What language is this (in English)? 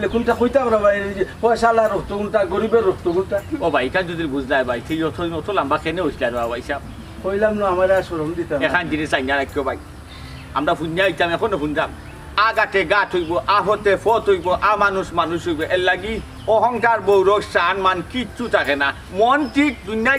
Sylheti